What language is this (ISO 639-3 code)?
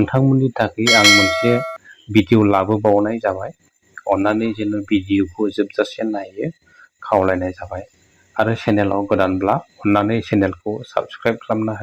brx